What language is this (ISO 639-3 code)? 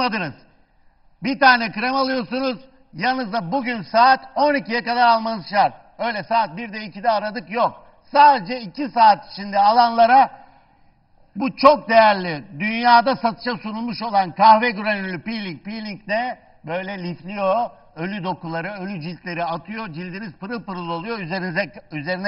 tur